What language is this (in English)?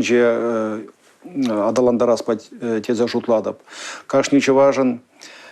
Chuvash